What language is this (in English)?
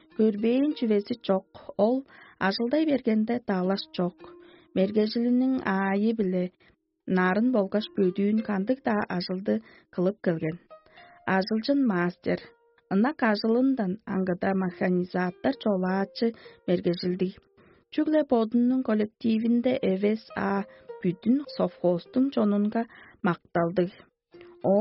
Tuvinian